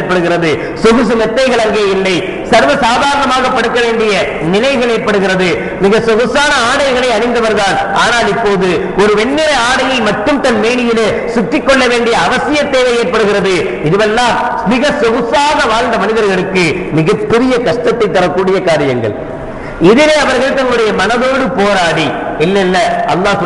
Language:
Tamil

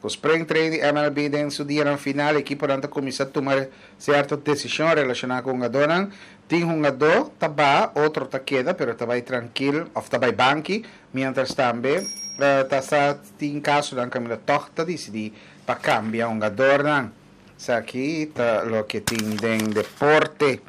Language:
Papiamento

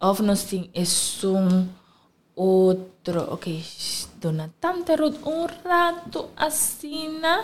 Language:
Papiamento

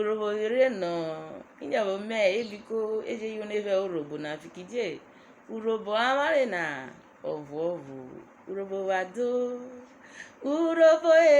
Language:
Urhobo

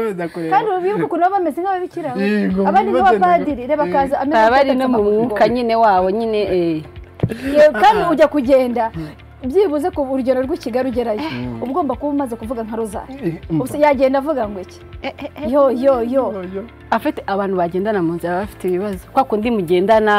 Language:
Kinyarwanda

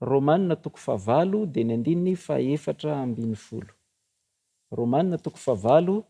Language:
Malagasy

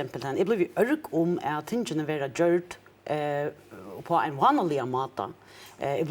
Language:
Faroese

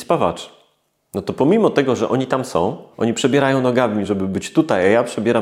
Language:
Polish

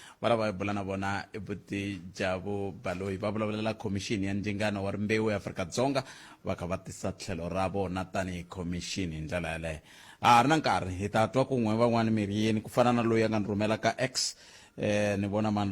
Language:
Tsonga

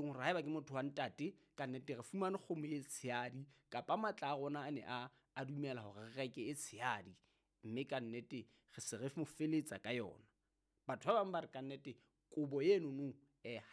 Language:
Southern Sotho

